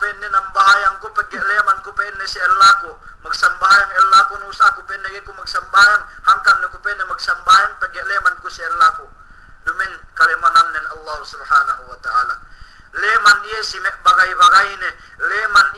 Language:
Yakan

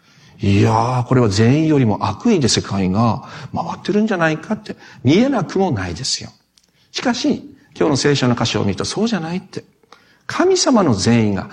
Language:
Japanese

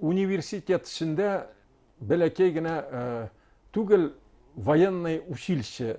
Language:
Bashkir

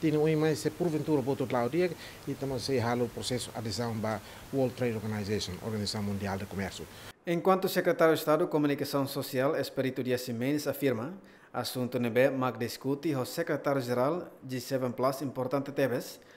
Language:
Tetum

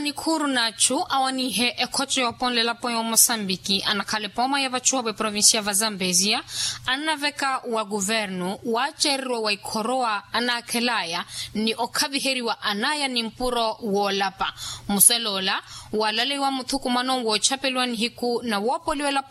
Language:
Makhuwa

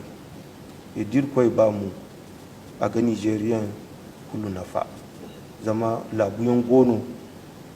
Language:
Zarma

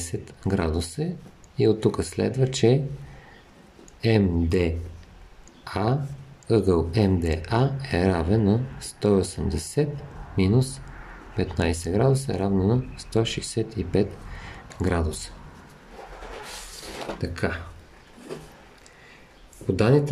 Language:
Bulgarian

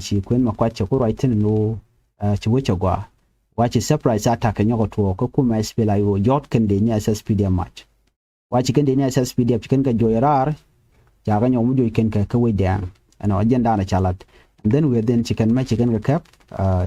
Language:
Nuer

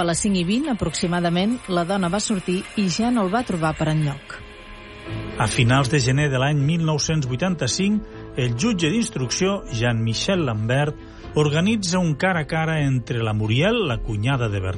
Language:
Catalan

